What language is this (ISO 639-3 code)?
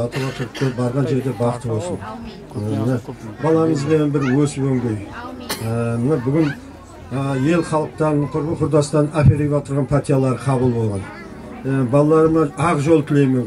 kaa